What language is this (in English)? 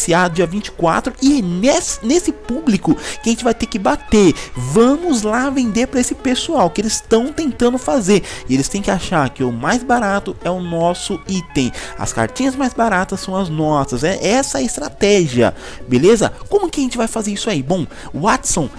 Portuguese